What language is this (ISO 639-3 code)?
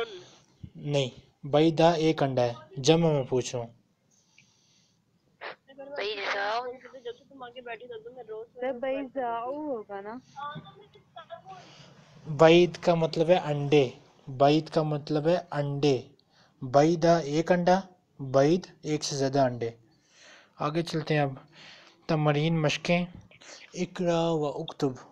urd